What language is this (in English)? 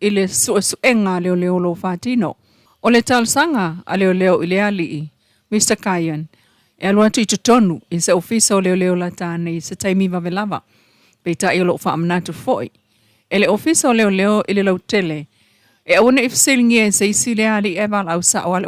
Samoan